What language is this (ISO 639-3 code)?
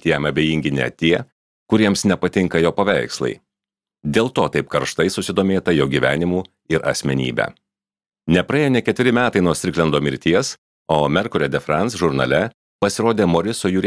lit